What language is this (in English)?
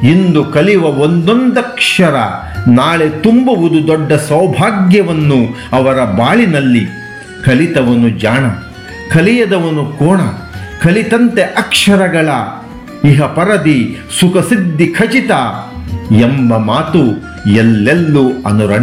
Kannada